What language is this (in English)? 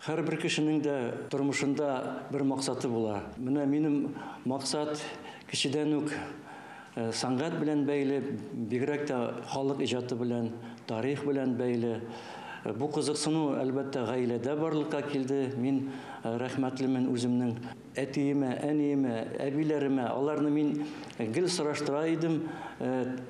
Tatar